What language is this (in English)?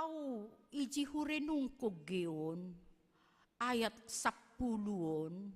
Batak Simalungun